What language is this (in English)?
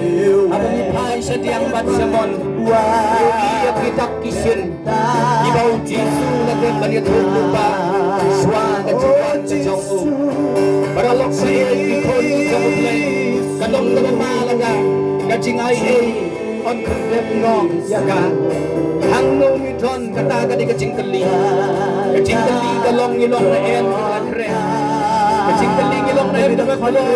Khasi